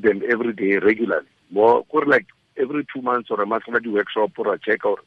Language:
Tswana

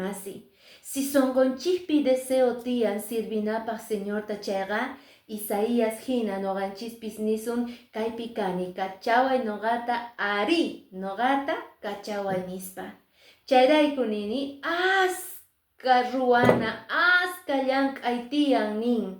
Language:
Quechua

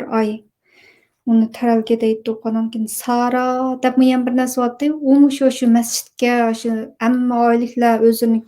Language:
Uyghur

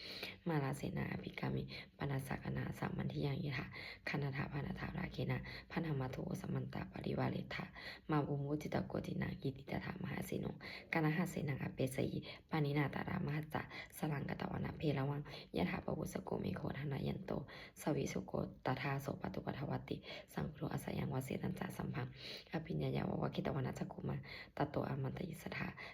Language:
Pali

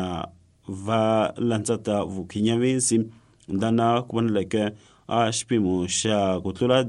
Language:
Tsonga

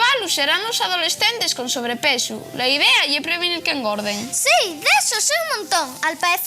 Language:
Asturian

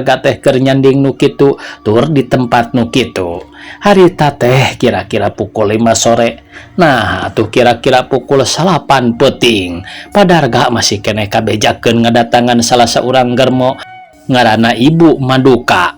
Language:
Sundanese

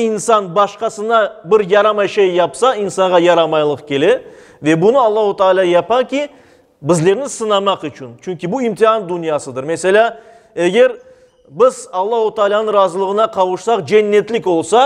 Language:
Crimean Tatar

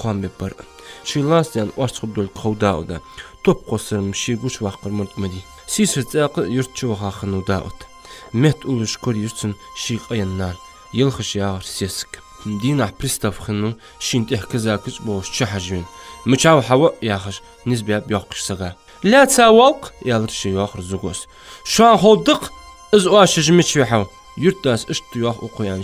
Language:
Ingush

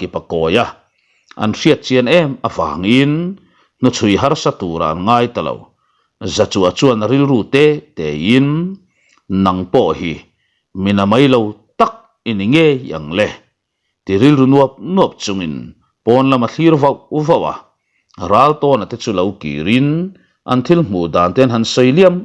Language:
Mizo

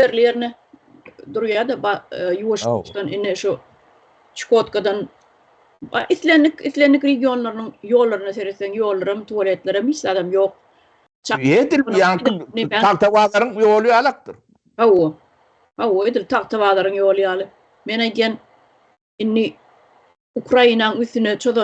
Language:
Turkmen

